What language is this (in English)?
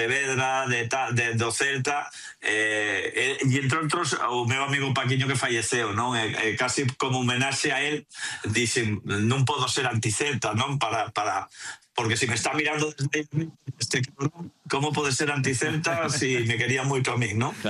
Galician